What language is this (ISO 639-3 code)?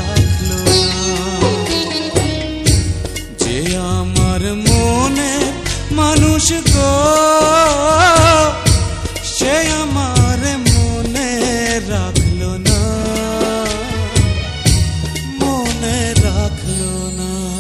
ben